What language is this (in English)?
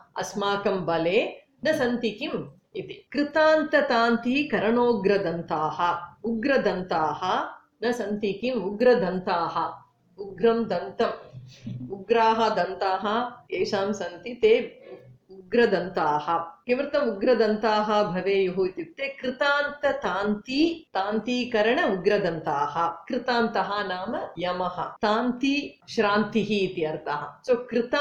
Sanskrit